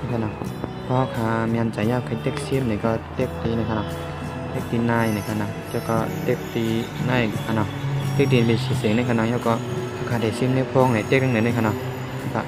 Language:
Shan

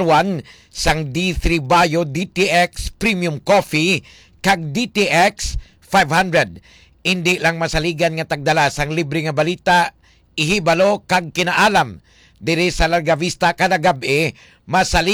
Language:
Hiligaynon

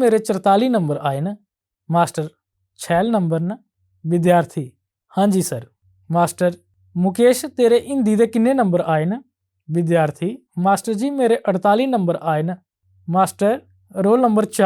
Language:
Dogri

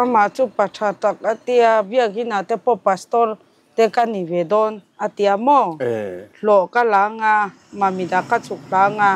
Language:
Mizo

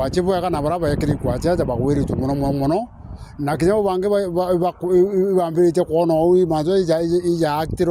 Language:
Meru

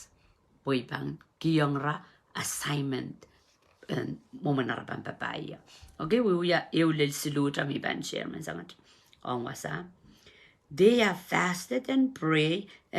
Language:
Pohnpeian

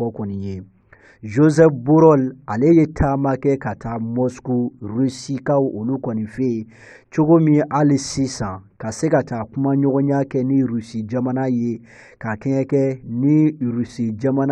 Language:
Bambara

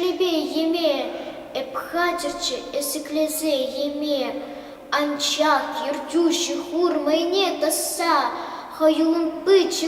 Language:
Chuvash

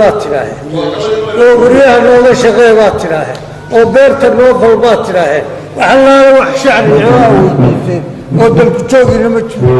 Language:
Somali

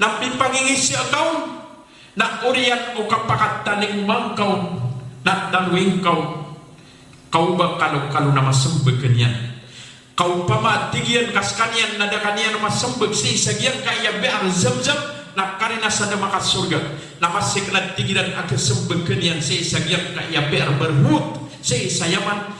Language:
Maranao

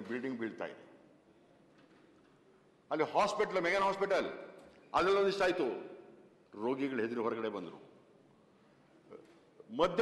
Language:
Kannada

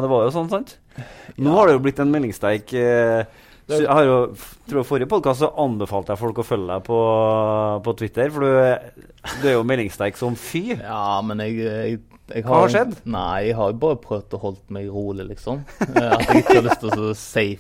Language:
Norwegian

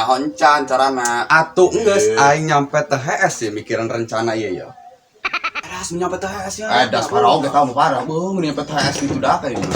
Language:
Sundanese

